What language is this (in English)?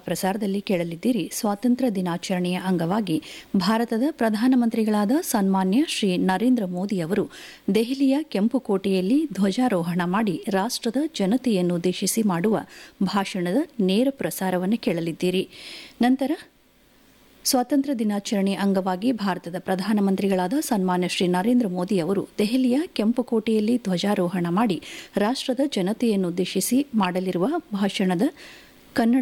Kannada